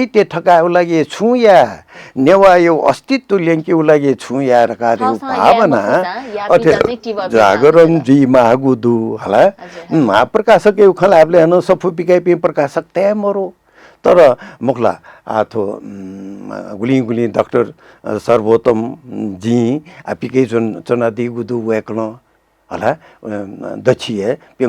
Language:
Newari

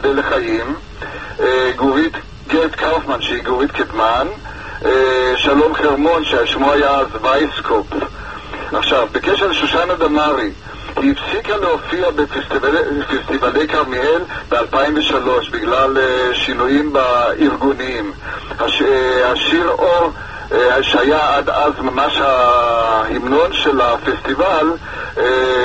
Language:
Hebrew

